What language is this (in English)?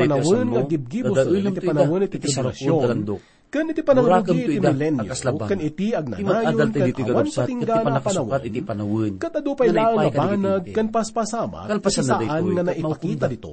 Iloko